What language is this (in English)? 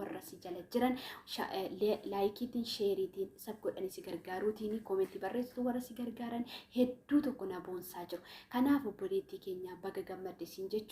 Oromo